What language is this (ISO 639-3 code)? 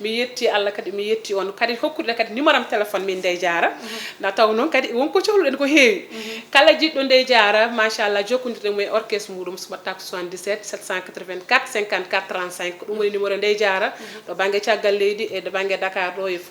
ful